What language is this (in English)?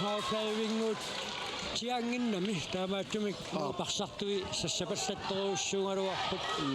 Kalaallisut